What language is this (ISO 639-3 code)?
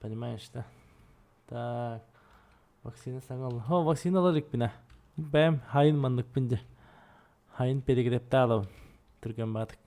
sah